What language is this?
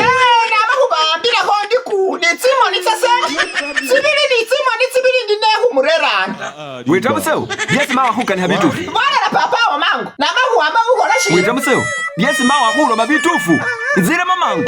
Masaaba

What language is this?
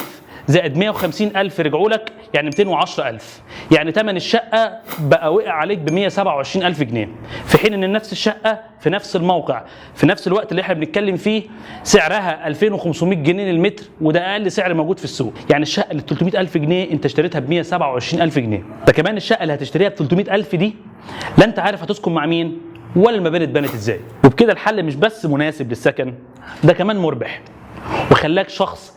Egyptian Arabic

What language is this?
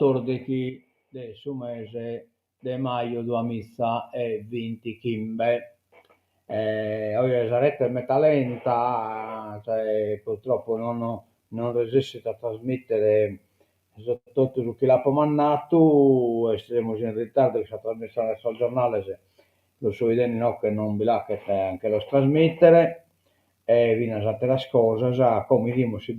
Sardinian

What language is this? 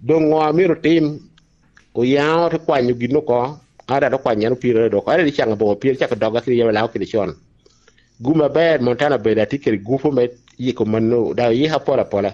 Lango (Uganda)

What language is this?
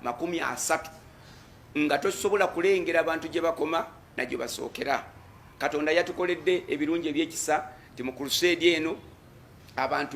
Ganda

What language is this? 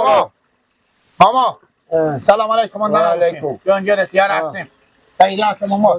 Persian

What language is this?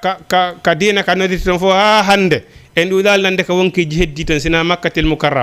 Fula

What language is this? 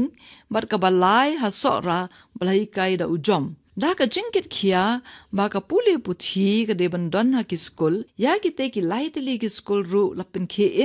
Khasi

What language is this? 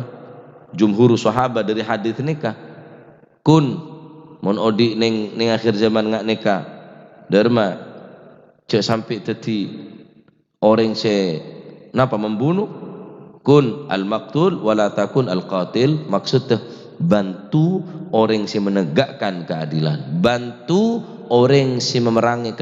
Madurese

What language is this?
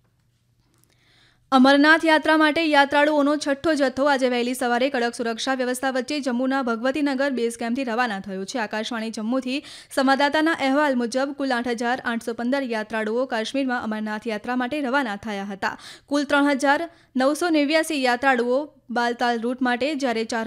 Gujarati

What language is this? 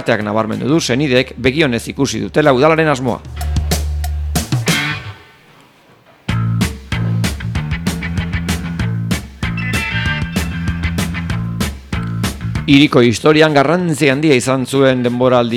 Basque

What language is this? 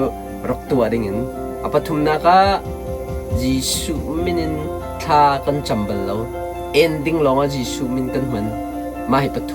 Hakha Chin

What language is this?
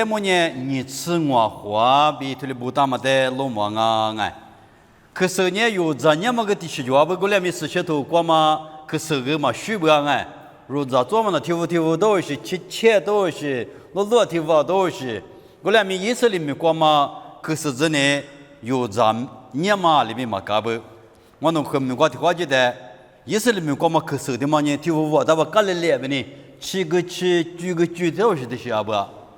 Lisu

